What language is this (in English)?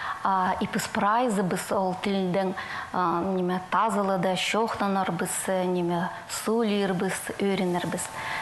Khakas